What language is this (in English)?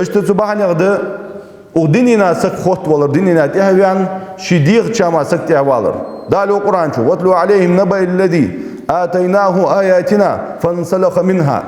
Ingush